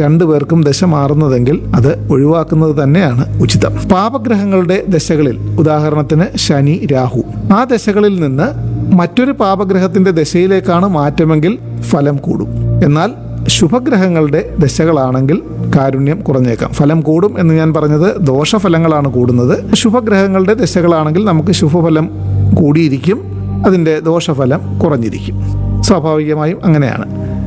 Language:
Malayalam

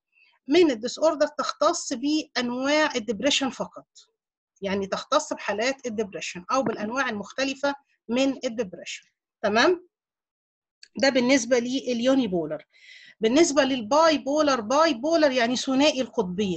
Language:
Egyptian Arabic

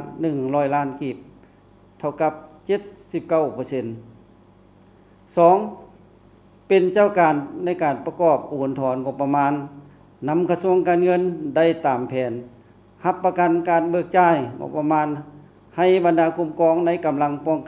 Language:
Lao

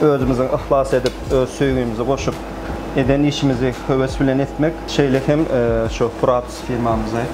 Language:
Turkmen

